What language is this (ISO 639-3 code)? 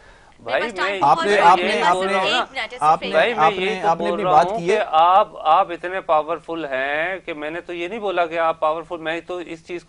urd